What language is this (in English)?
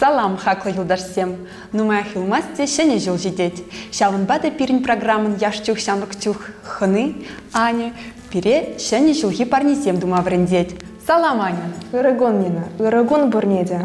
Chuvash